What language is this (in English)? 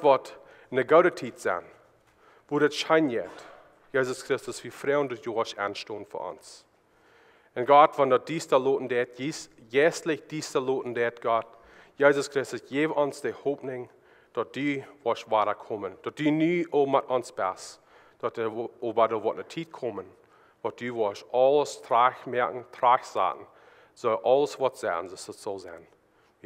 Plautdietsch